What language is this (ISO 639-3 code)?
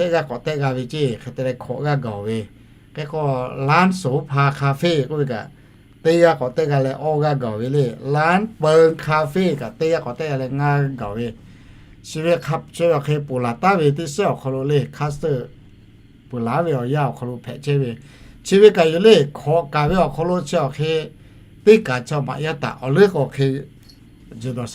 lhu